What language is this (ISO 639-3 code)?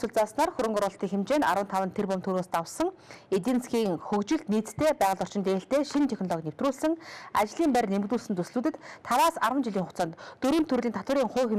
mon